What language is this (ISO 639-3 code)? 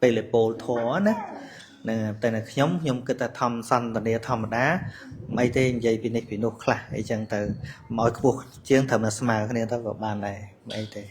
khm